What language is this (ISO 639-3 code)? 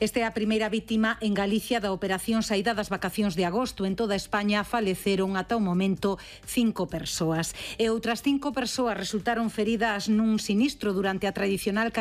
glg